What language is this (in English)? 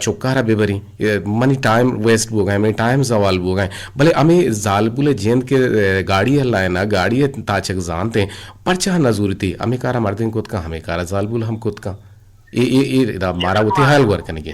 Eastern Balochi